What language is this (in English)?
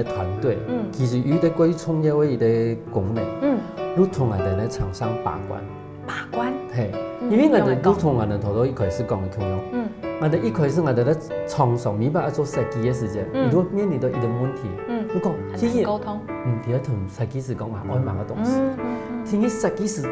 Hakka Chinese